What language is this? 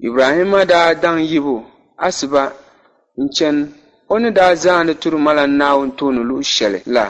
Dagbani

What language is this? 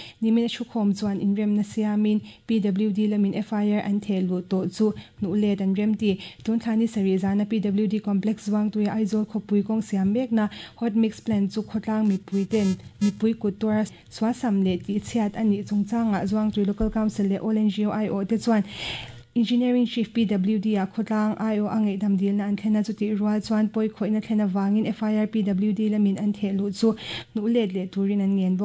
Mizo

